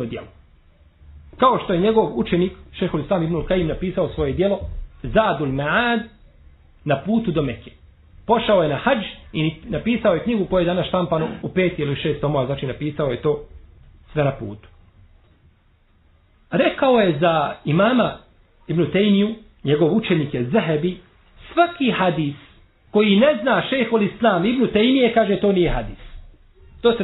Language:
Bosnian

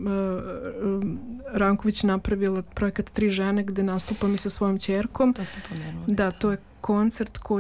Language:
Serbian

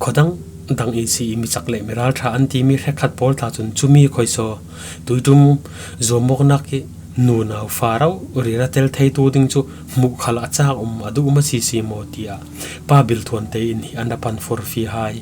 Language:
Falam Chin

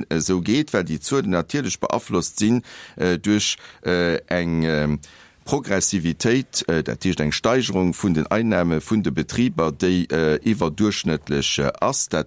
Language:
Luxembourgish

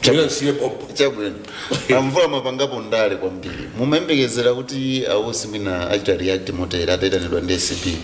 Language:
Nyanja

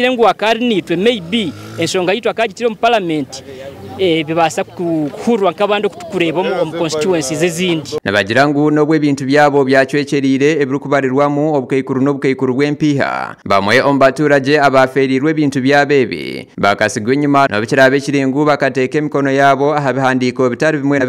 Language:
Nyankole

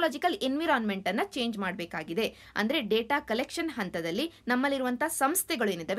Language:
Kannada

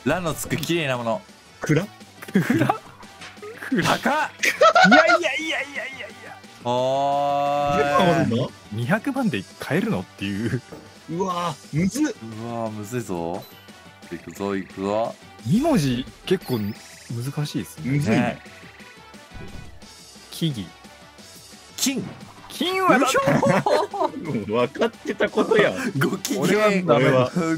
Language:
Japanese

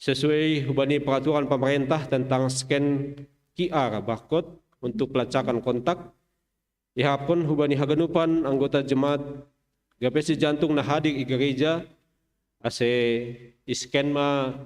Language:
Batak Simalungun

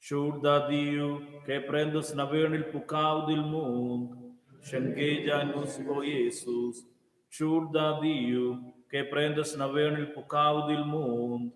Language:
Romansh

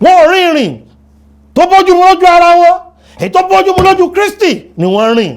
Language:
Yoruba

